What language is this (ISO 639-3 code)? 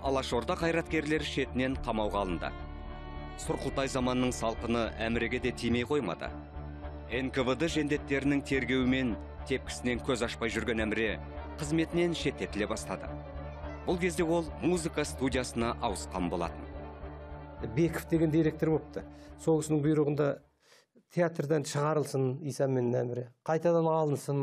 kaz